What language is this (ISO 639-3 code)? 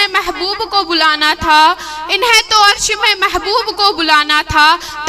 kas